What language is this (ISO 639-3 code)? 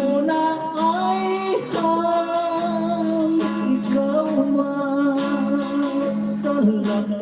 hil